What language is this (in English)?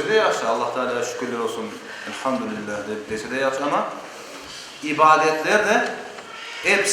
Crimean Tatar